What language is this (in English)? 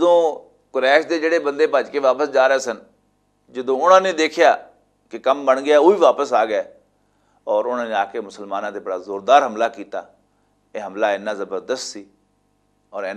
Western Panjabi